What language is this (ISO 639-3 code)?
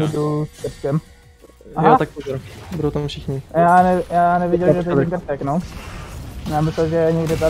ces